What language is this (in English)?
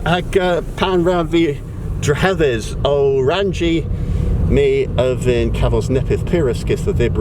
Cornish